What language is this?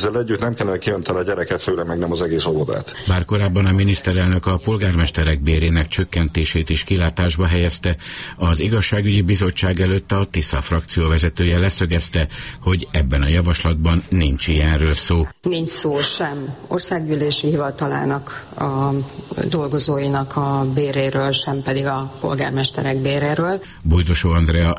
Hungarian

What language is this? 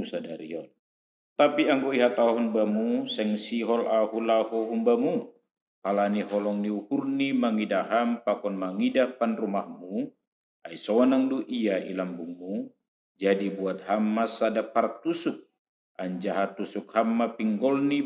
Batak Simalungun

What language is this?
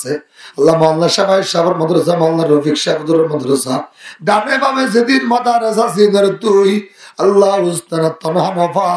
Rohingya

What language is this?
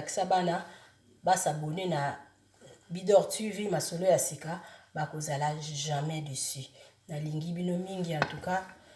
Lingala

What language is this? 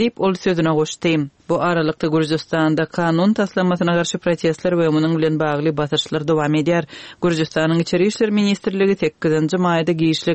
Turkmen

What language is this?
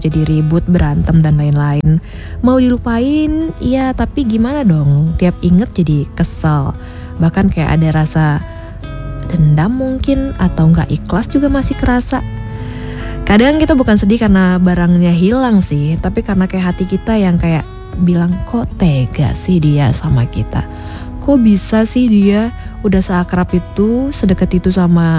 Indonesian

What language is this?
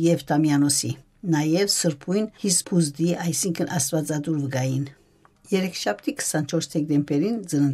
Armenian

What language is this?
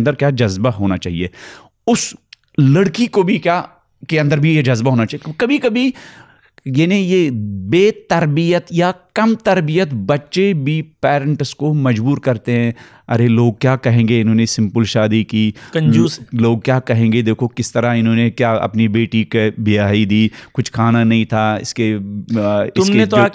Urdu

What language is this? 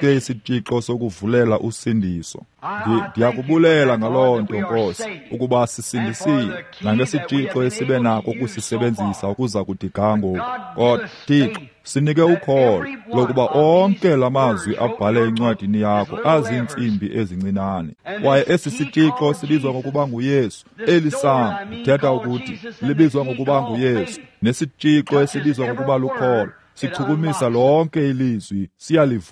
Xhosa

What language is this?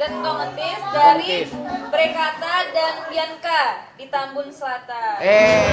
Betawi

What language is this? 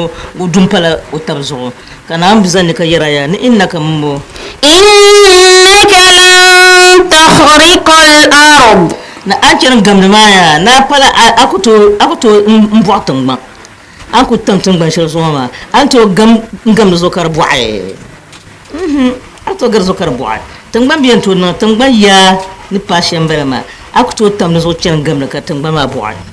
Dagbani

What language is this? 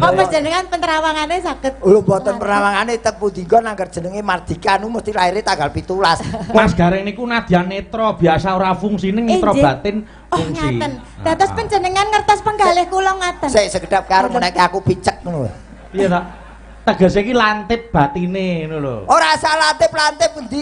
Javanese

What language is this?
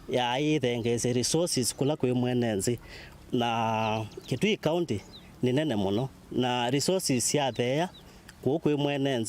Kamba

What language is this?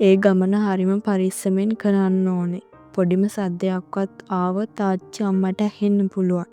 Sinhala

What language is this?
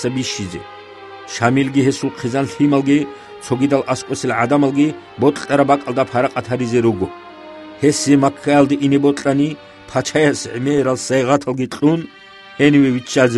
Avaric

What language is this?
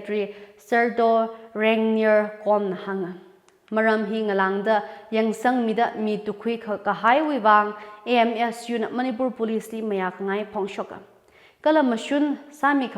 Tangkhul Naga (India)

